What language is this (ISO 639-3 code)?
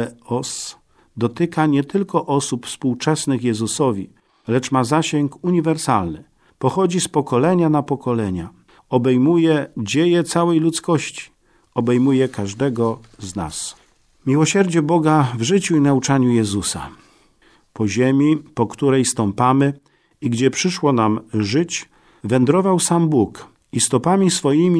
pol